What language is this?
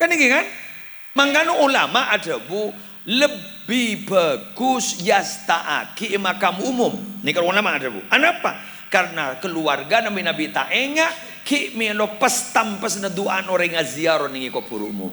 Madurese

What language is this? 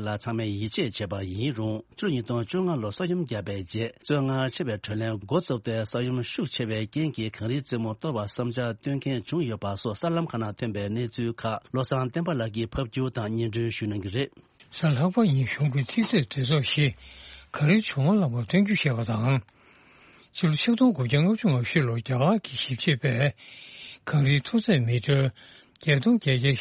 Tibetan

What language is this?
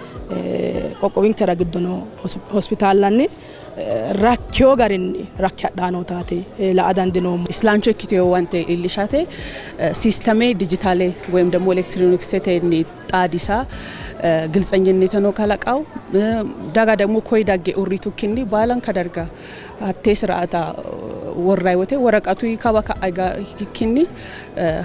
Sidamo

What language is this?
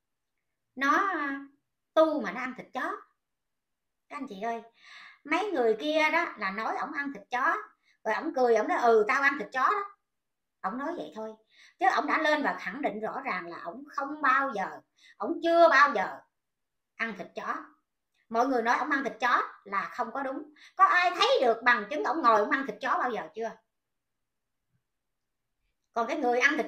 Vietnamese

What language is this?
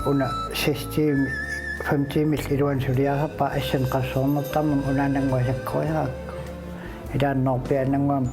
Kalaallisut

